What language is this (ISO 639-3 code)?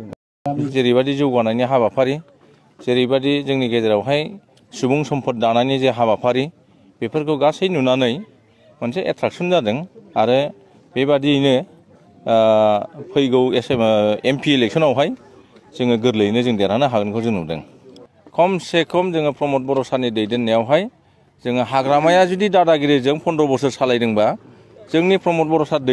brx